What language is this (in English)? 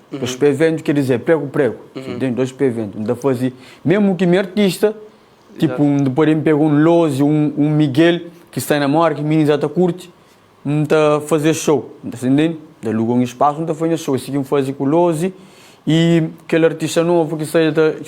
Kabuverdianu